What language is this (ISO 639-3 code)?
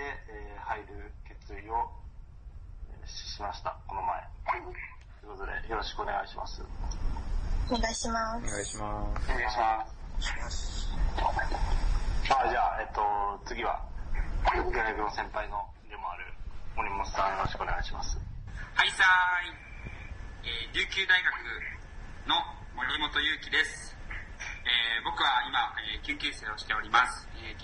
jpn